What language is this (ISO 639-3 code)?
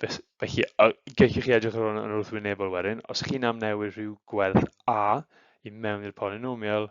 cym